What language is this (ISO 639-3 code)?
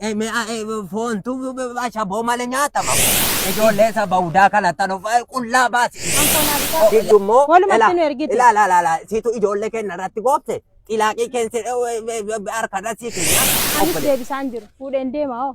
orm